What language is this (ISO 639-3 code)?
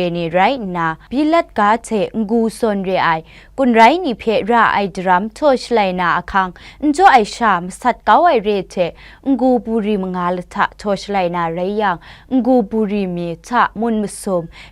kac